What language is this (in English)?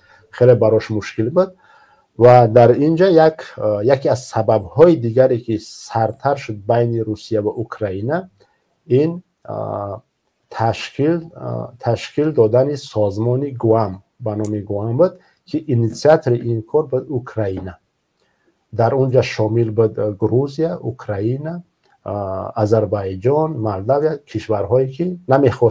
Tajik